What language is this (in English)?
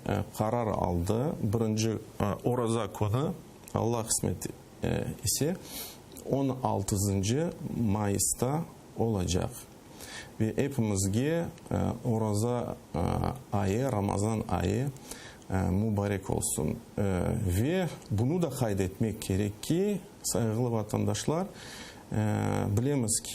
Crimean Tatar